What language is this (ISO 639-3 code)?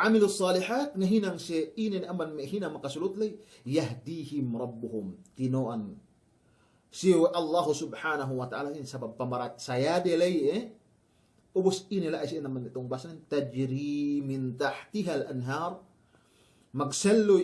yka